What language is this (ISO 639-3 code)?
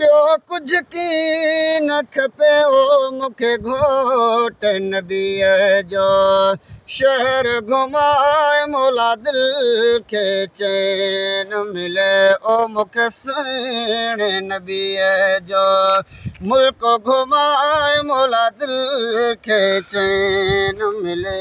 snd